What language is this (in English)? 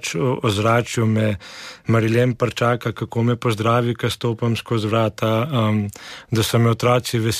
Slovenian